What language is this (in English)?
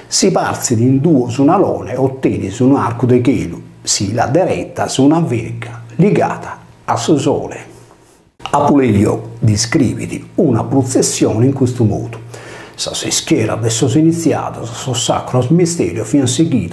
Sardinian